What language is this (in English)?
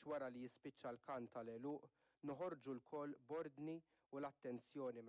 Maltese